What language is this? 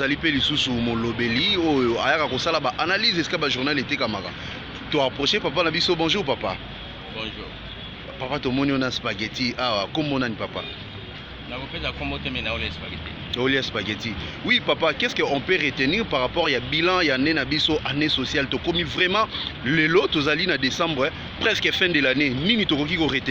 Lingala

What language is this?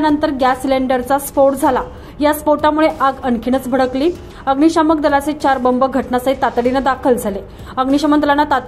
Marathi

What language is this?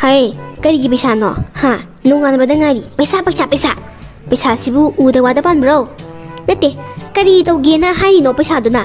Manipuri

